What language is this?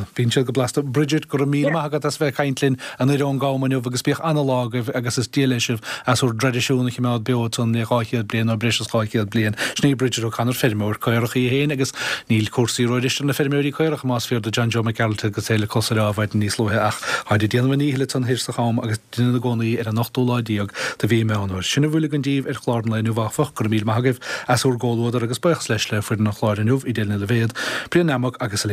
Irish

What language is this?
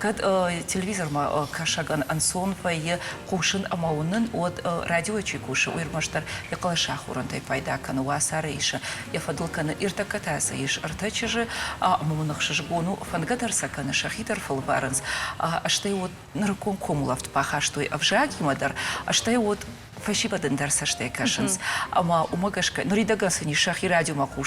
Ossetic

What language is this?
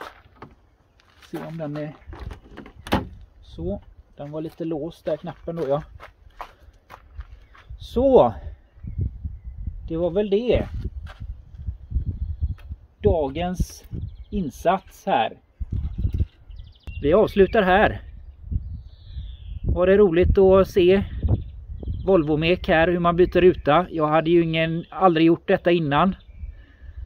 Swedish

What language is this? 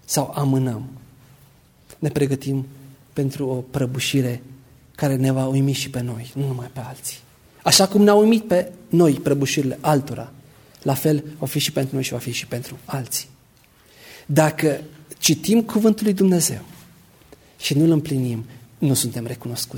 Romanian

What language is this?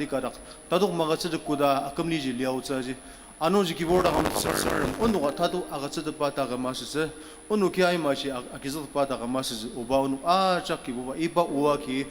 Ao Naga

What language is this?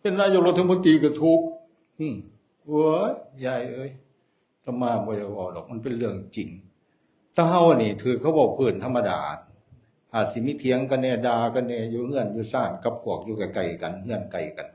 Northeastern Thai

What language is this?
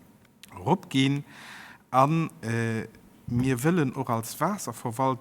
Luxembourgish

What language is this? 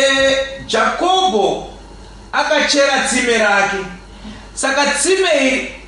Shona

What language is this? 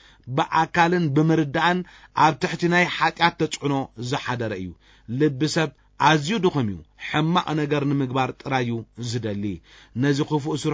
Tigrinya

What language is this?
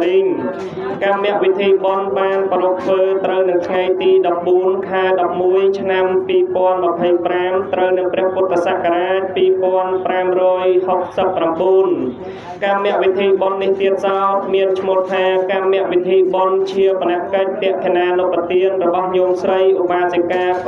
Khmer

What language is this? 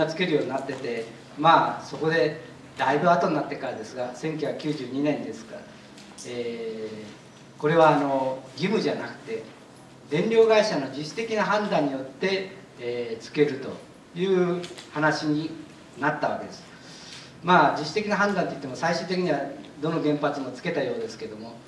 Japanese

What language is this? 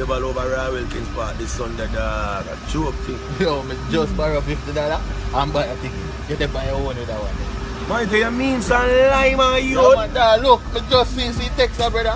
Jamaican Creole English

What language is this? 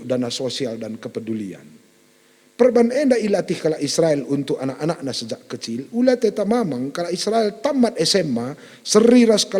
Batak Karo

